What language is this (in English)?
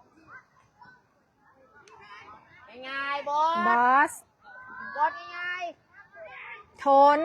Lao